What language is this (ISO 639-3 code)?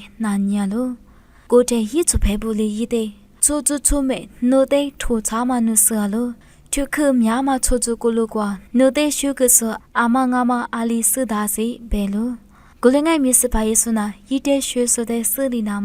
lis